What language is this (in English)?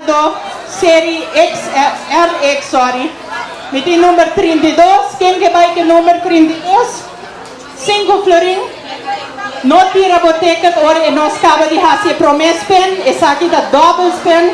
Papiamento